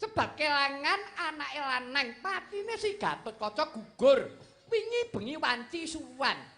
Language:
Javanese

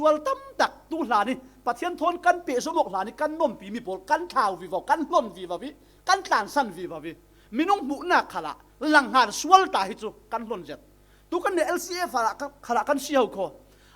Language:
Falam Chin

